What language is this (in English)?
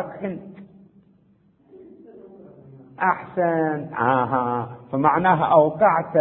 Arabic